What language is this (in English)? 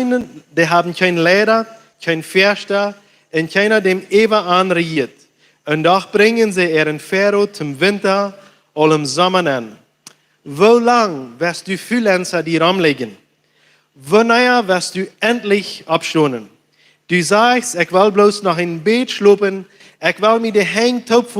Plautdietsch